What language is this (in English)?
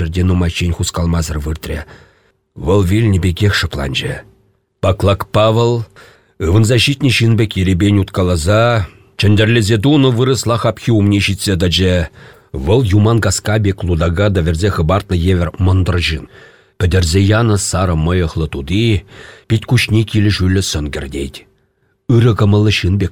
Chuvash